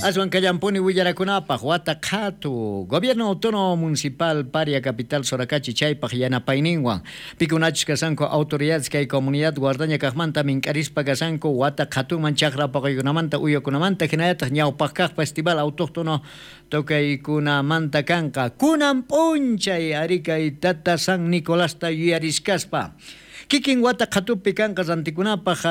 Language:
South Bolivian Quechua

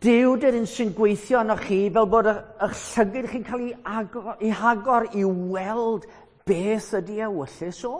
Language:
Welsh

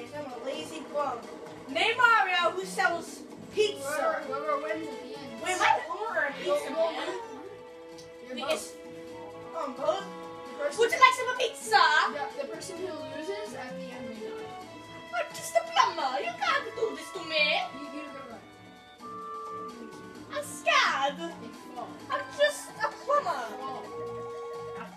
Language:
English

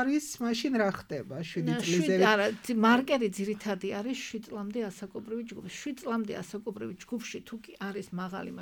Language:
Georgian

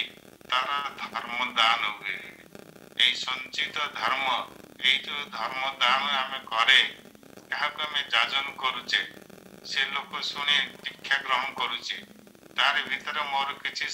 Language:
Odia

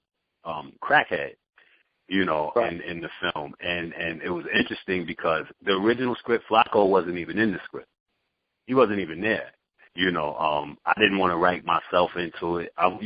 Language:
English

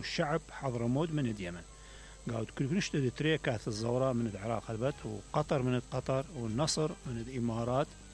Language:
Mesopotamian Arabic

